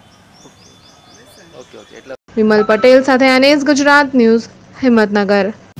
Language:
Gujarati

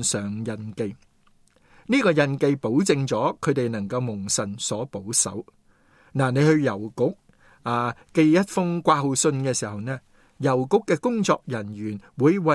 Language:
Cantonese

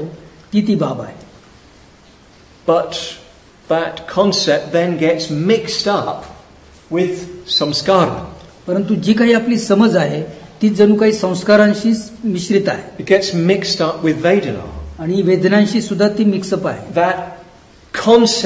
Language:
Marathi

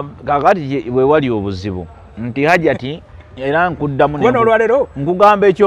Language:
Ganda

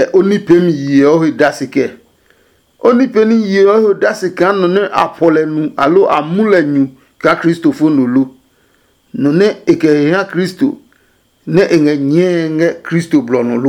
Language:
Adangme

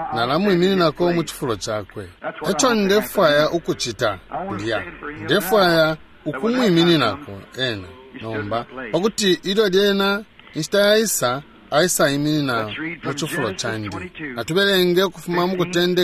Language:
Bemba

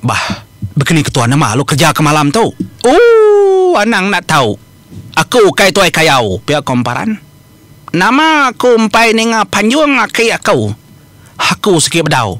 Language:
Iban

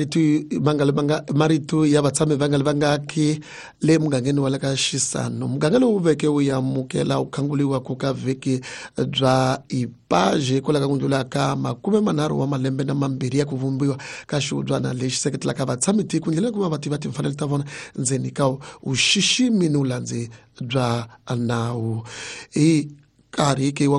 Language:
Tsonga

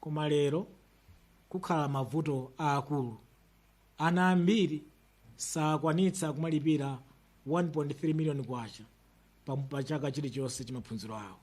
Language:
Nyanja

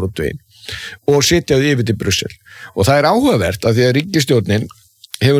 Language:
Icelandic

